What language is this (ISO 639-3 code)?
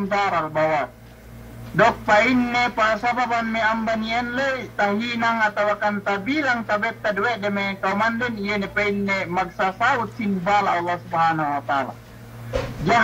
yka